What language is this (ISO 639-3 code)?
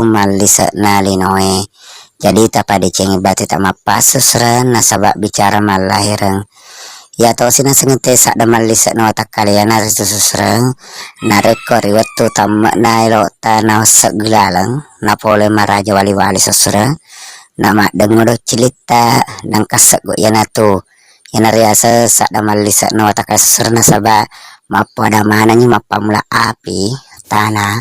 bug